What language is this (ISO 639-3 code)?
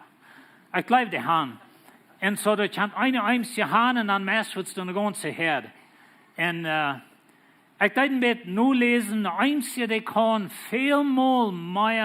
pdt